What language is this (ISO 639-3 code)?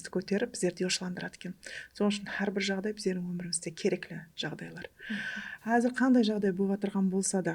kaa